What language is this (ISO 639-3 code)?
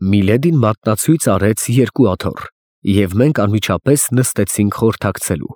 hye